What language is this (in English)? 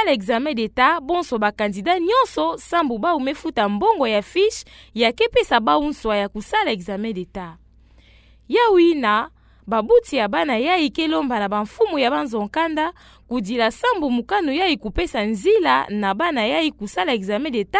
Kituba (Democratic Republic of Congo)